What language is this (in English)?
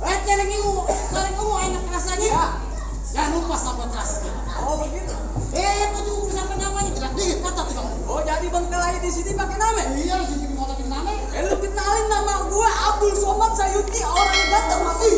Betawi